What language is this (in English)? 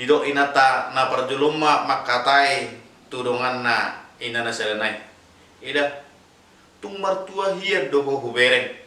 Batak Toba